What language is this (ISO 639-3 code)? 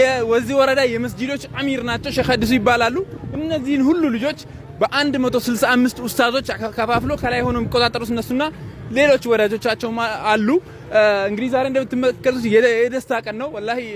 amh